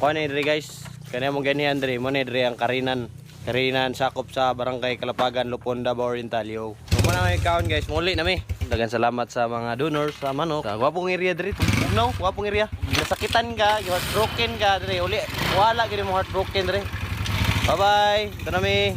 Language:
Cebuano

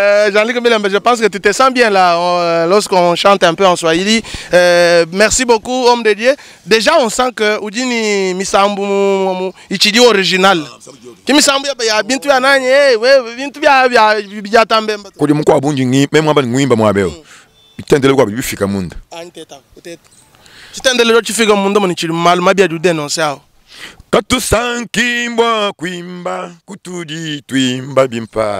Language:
Luba-Lulua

